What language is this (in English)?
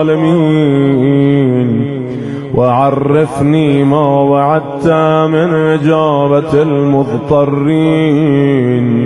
Persian